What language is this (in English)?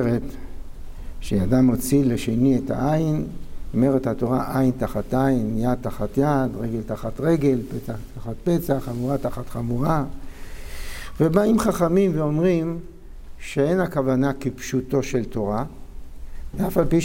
Hebrew